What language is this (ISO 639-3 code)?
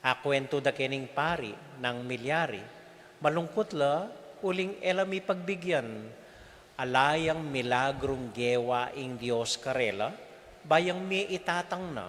pam